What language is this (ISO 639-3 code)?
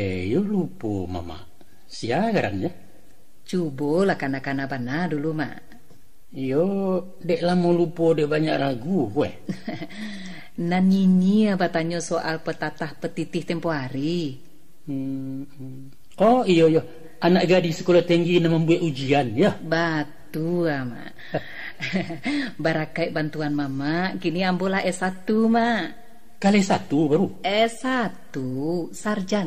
min